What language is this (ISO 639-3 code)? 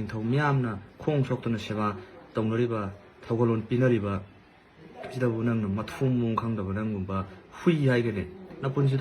mni